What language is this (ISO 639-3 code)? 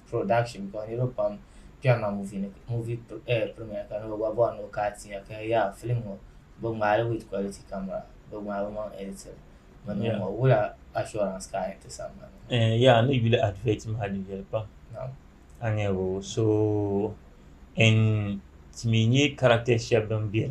dag